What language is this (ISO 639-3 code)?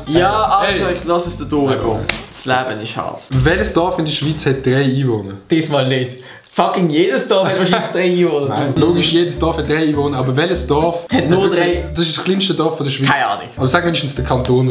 gsw